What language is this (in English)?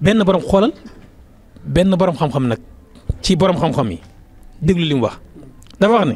Wolof